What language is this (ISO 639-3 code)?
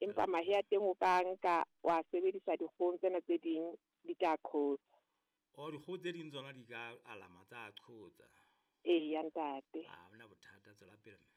sot